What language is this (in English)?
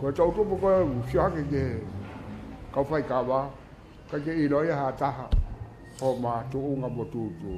Tongan